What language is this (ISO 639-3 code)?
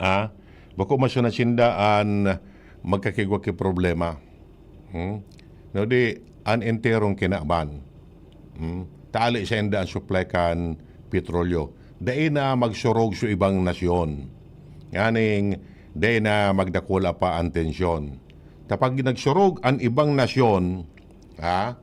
bik